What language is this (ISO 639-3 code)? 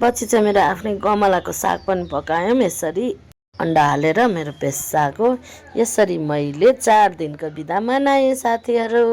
nep